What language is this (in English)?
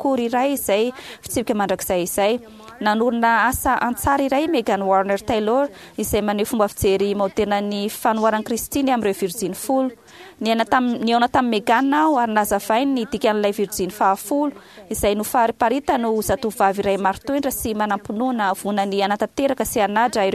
Malagasy